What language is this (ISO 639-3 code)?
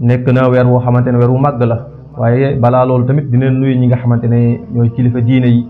wol